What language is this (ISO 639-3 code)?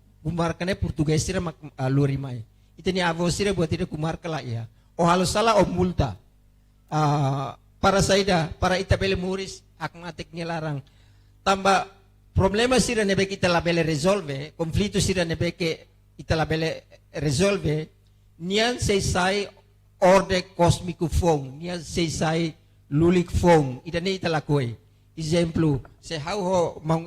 tet